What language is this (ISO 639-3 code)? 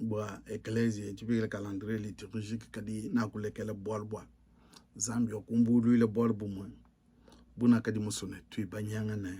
lua